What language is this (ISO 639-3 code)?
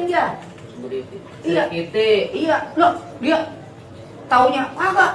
bew